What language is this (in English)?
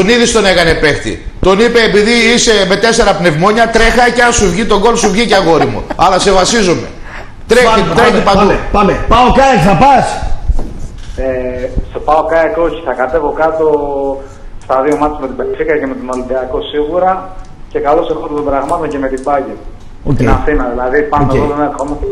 Greek